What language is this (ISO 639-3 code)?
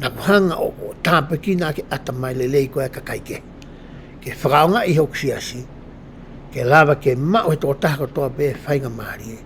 ton